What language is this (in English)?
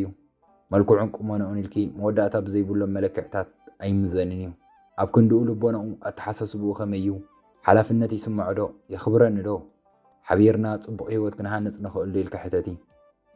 Tigrinya